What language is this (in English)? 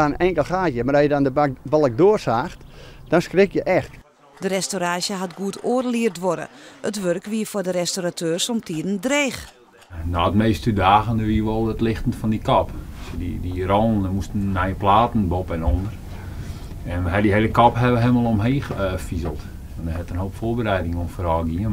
Western Frisian